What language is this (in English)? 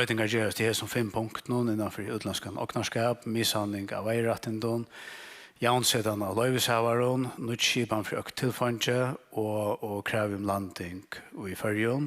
Faroese